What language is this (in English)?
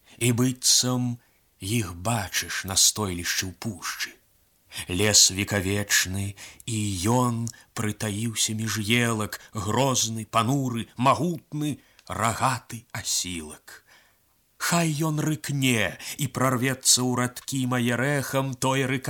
Belarusian